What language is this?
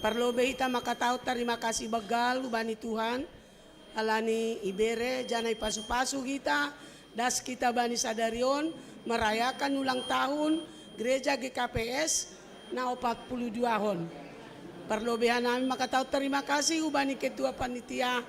Batak Simalungun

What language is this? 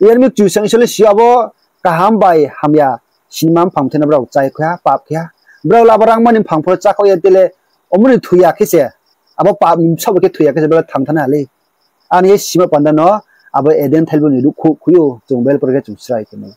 Riang (India)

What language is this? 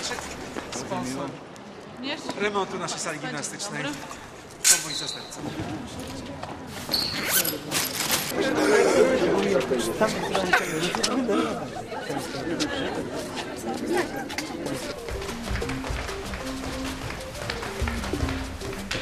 Polish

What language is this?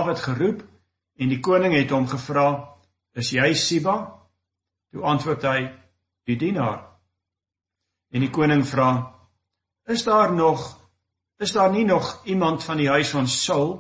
Afrikaans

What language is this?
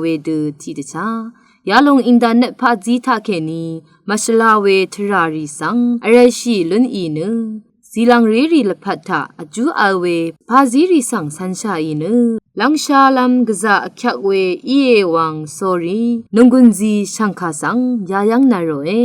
Rawang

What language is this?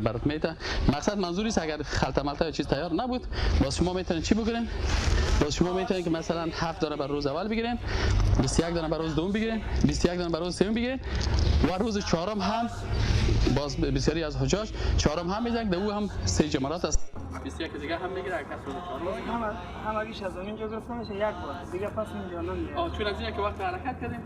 Persian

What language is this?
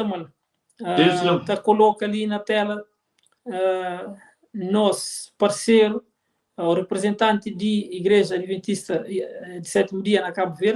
Kabuverdianu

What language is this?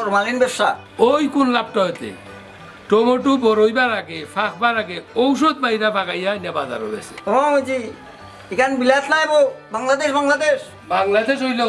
Sylheti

